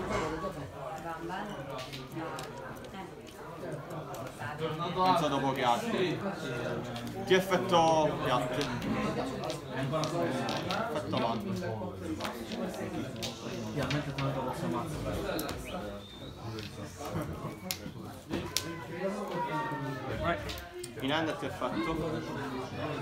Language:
Italian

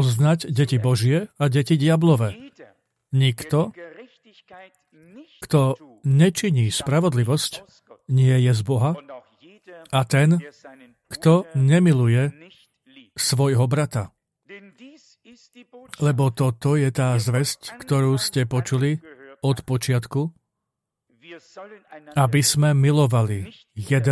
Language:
Slovak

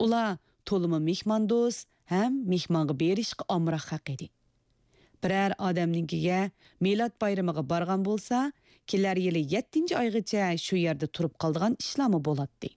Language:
Uyghur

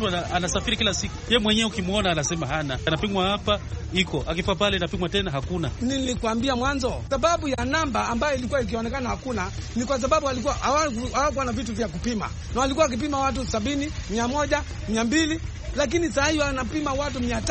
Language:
Swahili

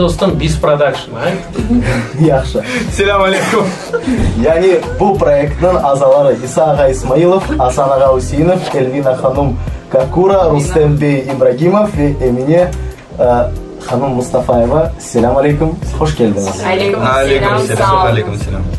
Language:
Crimean Tatar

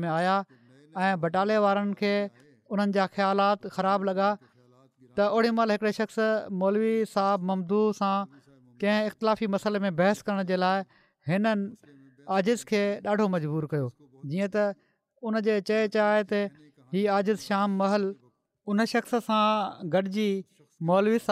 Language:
Sindhi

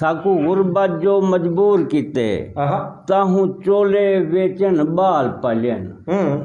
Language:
Saraiki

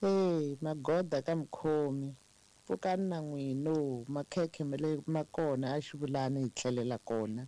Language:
Tsonga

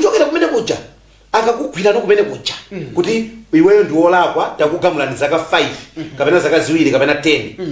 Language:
Nyanja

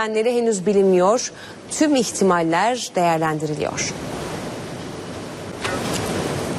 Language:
Turkish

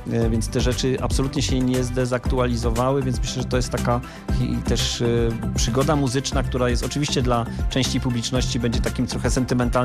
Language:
Polish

